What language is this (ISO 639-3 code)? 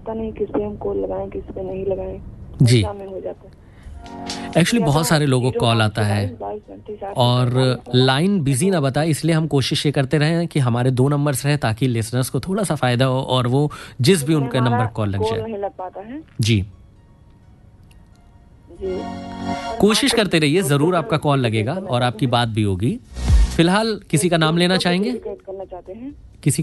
hin